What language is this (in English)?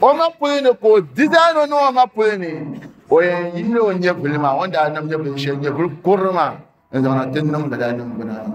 Dagbani